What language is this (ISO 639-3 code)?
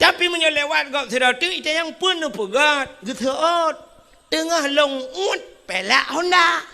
ace